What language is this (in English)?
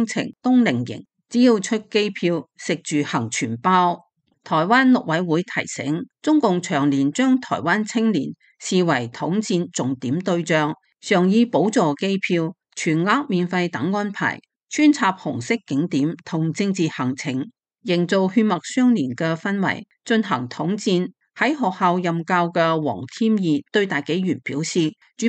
Cantonese